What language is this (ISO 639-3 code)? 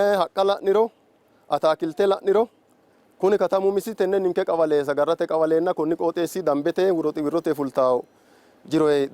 sid